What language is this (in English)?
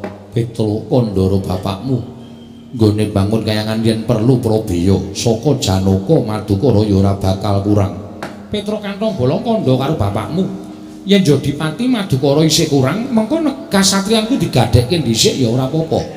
Javanese